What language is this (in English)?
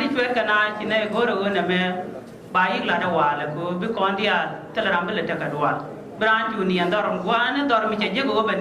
Nuer